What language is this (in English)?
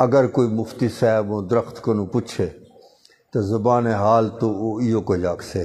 Saraiki